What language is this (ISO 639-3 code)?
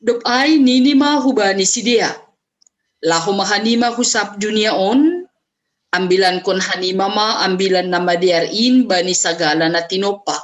bts